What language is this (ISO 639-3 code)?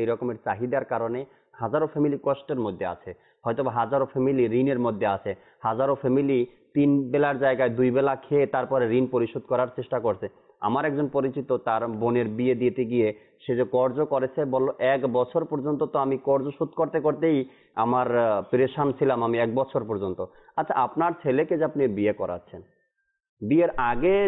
ben